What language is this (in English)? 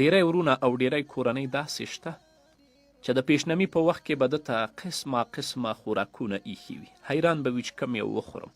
Pashto